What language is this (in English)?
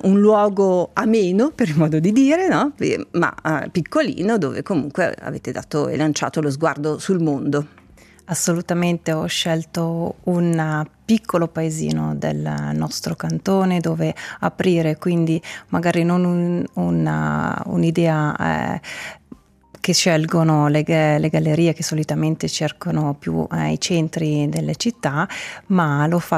Italian